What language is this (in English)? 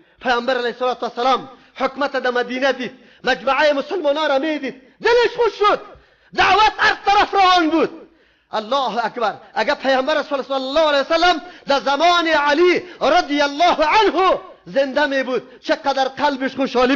Persian